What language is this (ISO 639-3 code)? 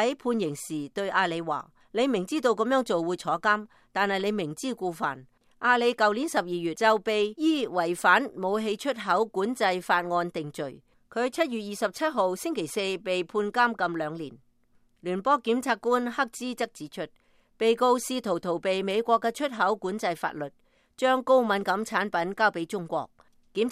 yue